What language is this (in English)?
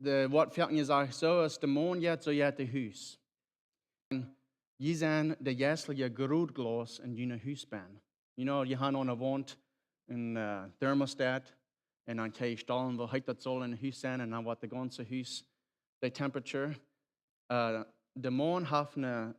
Plautdietsch